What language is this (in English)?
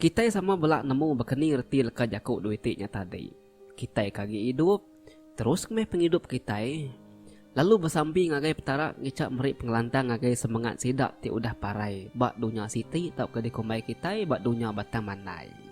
Iban